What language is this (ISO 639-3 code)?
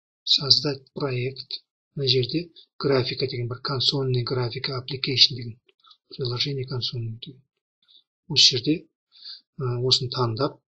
kaz